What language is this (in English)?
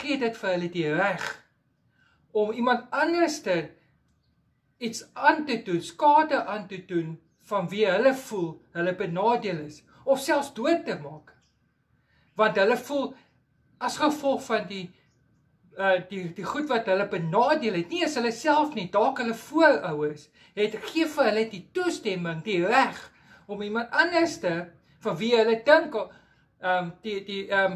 Afrikaans